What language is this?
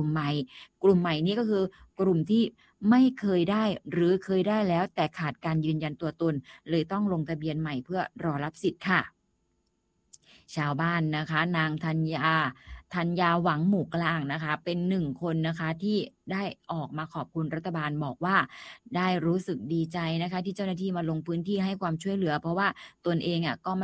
Thai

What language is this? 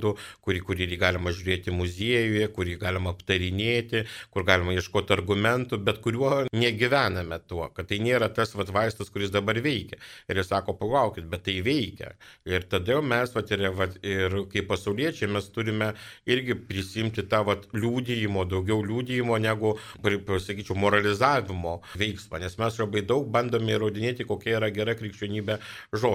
Lithuanian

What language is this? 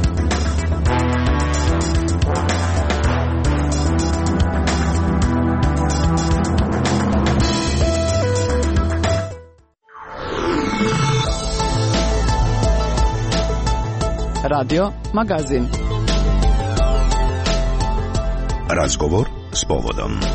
Croatian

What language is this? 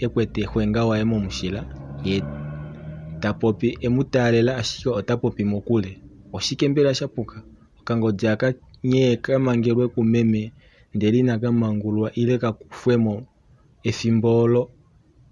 Kuanyama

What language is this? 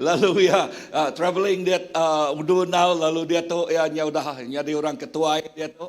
Iban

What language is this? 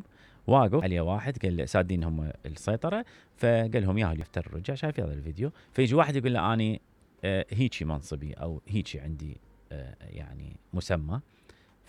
Mesopotamian Arabic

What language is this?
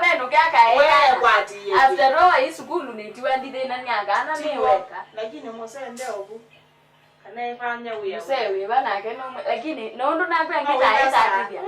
Kamba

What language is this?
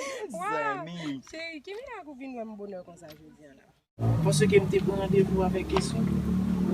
Haitian Creole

